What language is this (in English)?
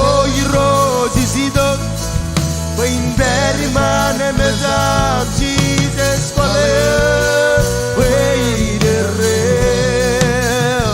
Marshallese